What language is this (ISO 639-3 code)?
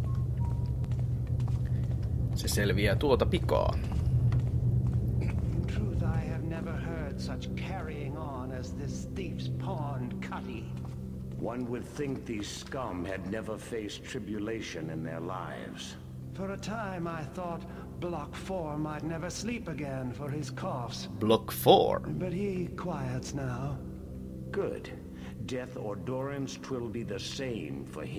fin